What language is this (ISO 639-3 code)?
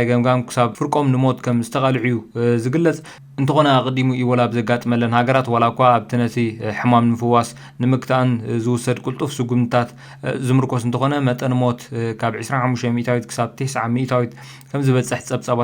tir